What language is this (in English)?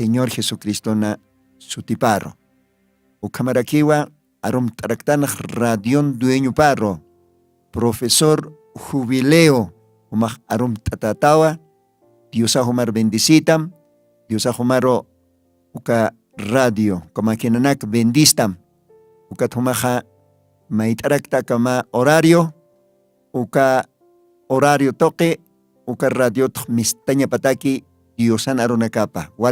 Aymara